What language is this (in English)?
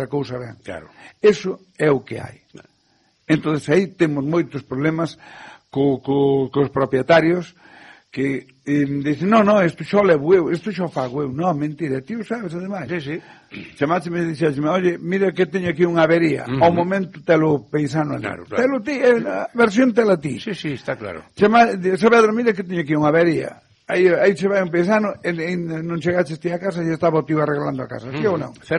Galician